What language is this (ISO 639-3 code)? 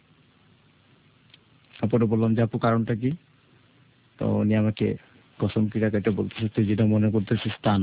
ben